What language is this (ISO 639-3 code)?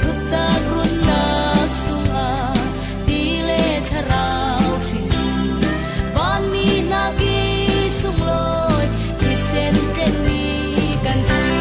cfm